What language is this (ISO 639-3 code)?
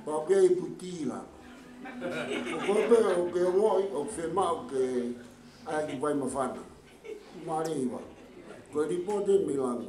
ton